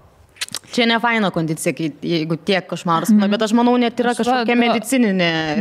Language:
Lithuanian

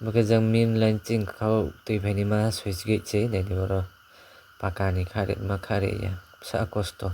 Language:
Kok Borok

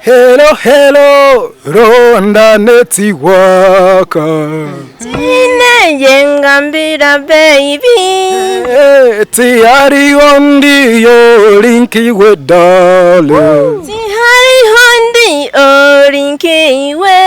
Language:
Nyankole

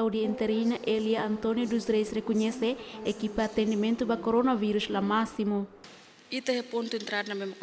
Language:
Tetum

